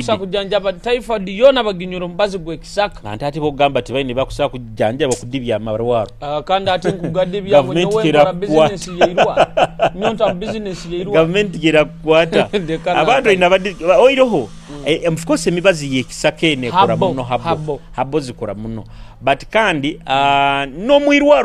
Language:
Nyoro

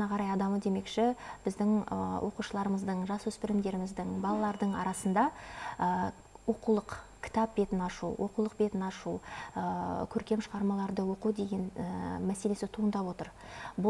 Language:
Kazakh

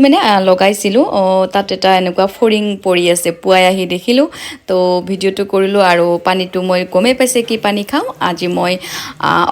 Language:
Assamese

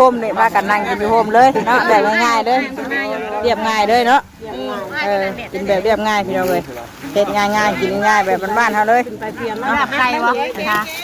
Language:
Northeastern Thai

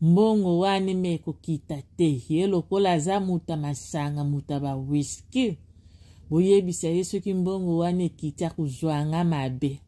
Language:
Lingala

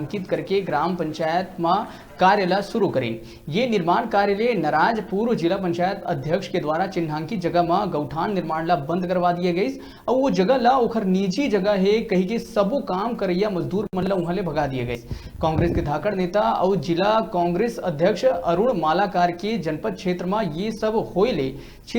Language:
Chhattisgarhi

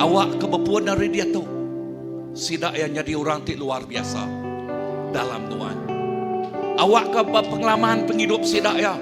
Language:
Iban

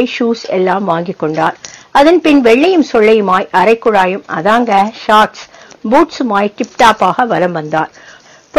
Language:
Tamil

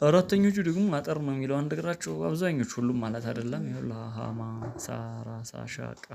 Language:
Amharic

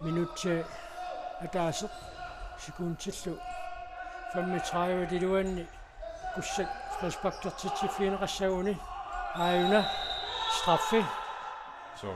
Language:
Kalaallisut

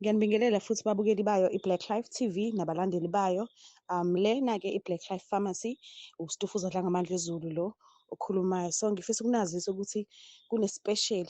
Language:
Zulu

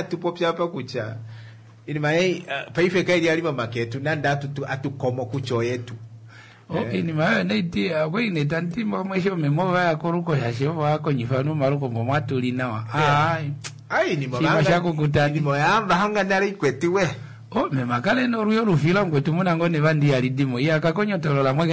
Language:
Kuanyama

